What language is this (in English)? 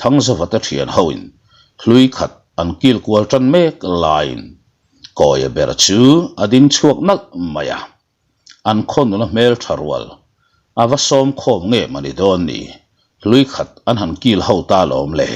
Mizo